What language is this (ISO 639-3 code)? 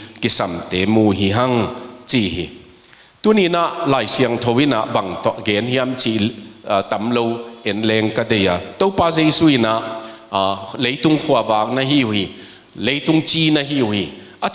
ctd